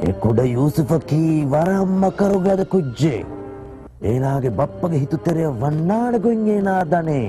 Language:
Divehi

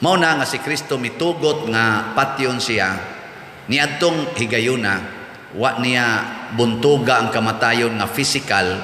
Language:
Cebuano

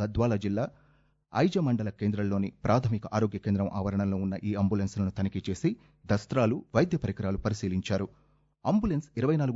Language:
Telugu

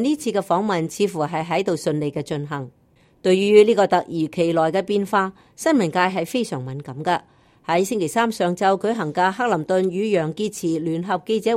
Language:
Cantonese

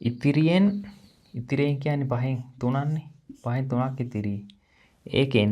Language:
Sinhala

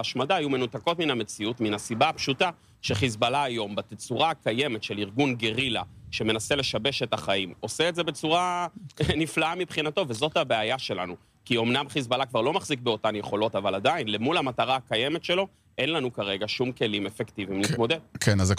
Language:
Hebrew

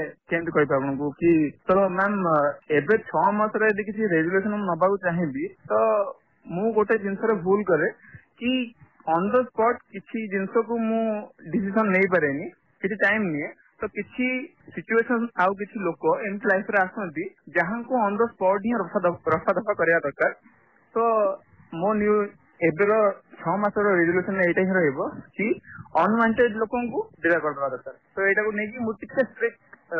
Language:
Odia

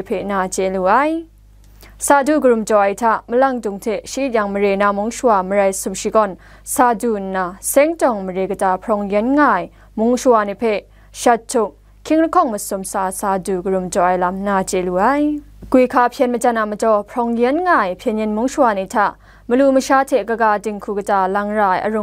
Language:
Kachin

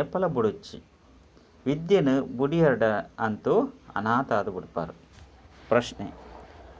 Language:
Tulu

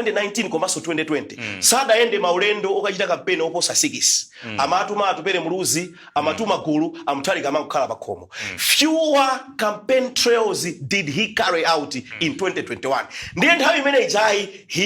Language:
Nyanja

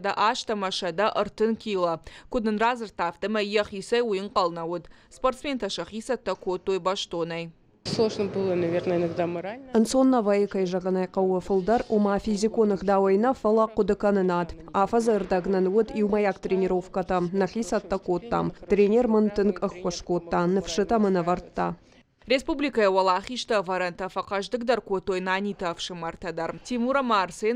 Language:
Ossetic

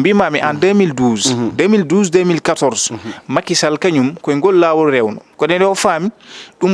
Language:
Fula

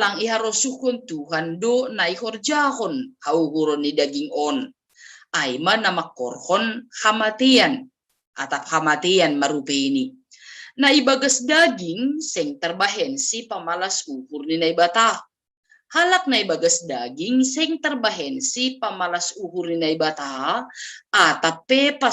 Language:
Batak Simalungun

